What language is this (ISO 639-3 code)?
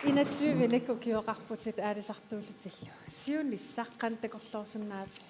kal